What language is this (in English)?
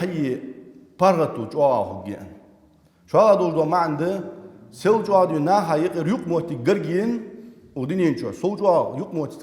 Ingush